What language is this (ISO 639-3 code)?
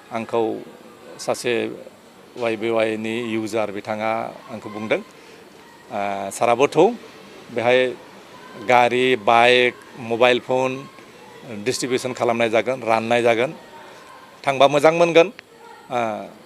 brx